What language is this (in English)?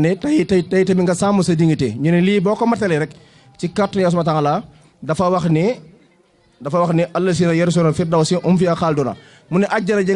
Wolof